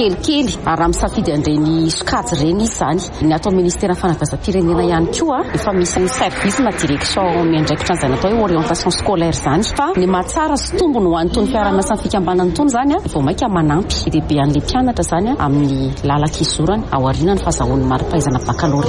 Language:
Malagasy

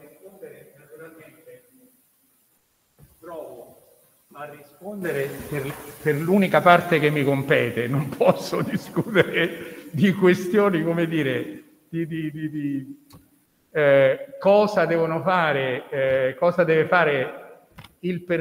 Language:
Italian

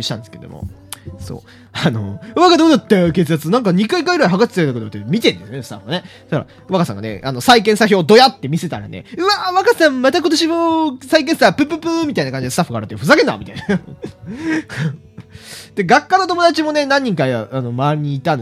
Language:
Japanese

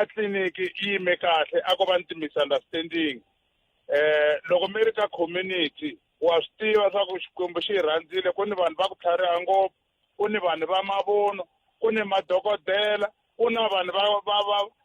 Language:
Tsonga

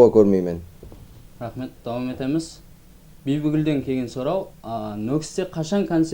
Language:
Kara-Kalpak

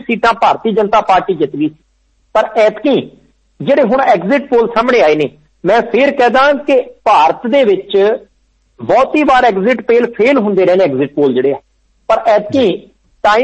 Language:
Punjabi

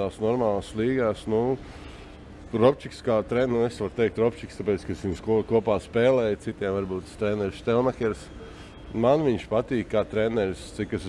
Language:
Latvian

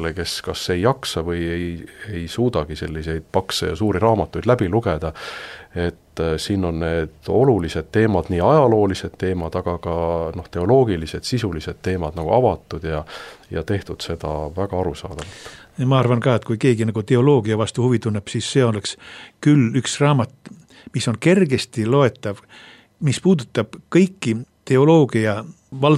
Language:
Estonian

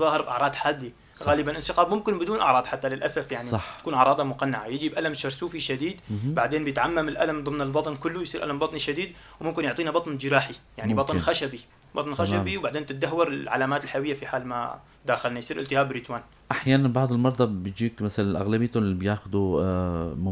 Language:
North Levantine Arabic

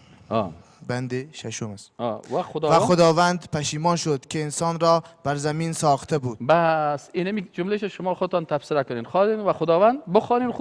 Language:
Persian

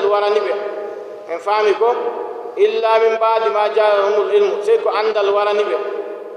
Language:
Nigerian Fulfulde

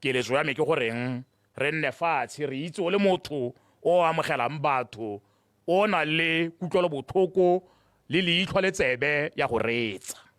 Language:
Tswana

